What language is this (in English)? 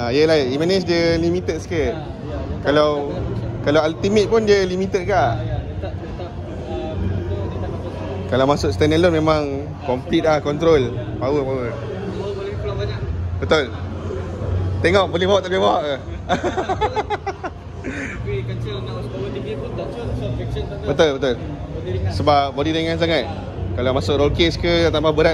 Malay